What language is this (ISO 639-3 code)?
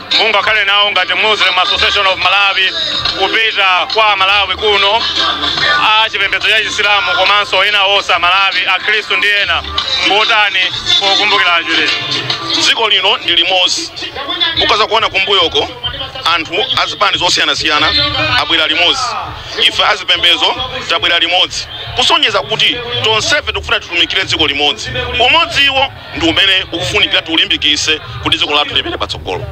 nya